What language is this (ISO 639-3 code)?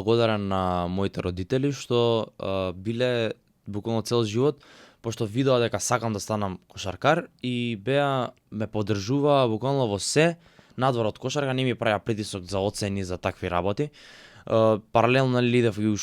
mkd